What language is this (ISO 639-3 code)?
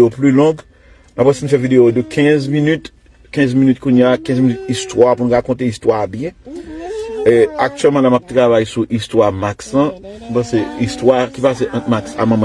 hat